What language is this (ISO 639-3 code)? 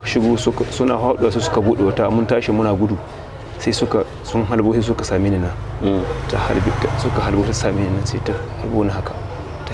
hau